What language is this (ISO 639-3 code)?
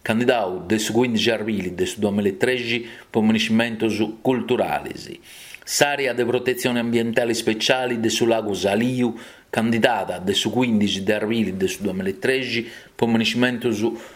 srd